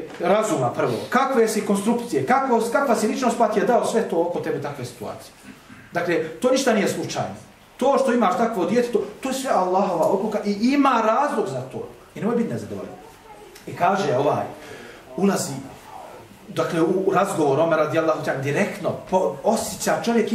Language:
Bosnian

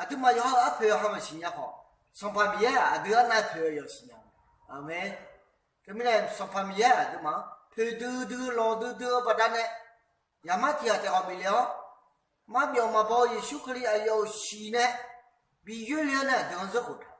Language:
Akha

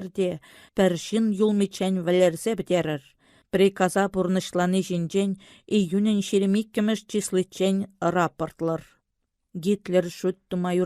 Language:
Chuvash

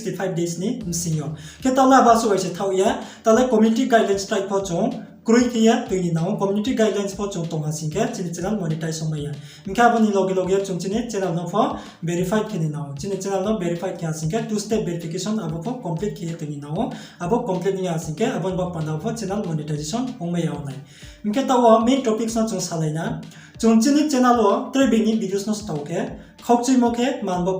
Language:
Riang (India)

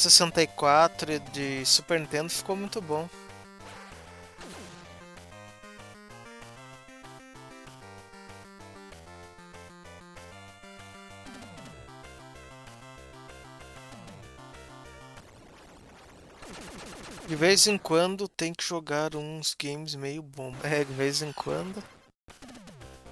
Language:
Portuguese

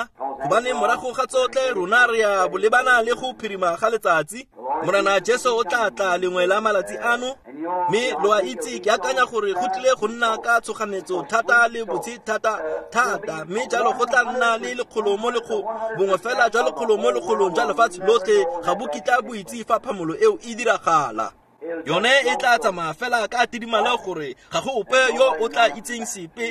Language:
Tswana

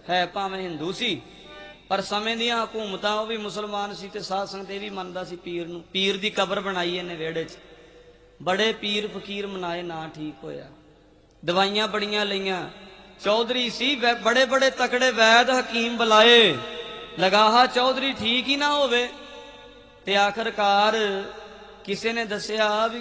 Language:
Punjabi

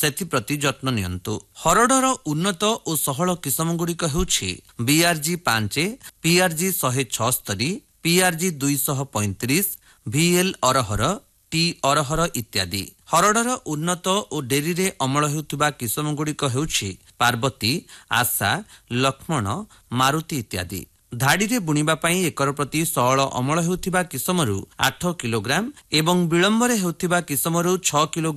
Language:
Odia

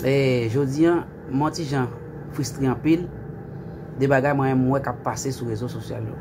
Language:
Haitian Creole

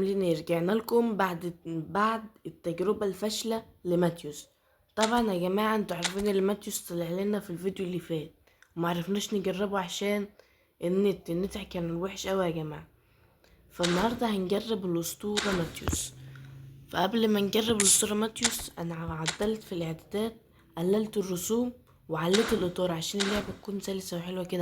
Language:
Egyptian Arabic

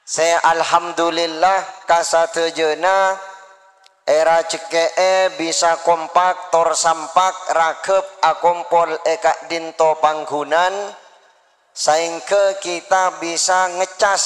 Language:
Madurese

